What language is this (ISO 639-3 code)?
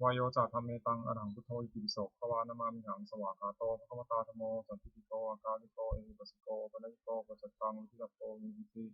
pli